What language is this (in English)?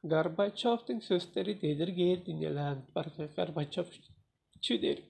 Tuvinian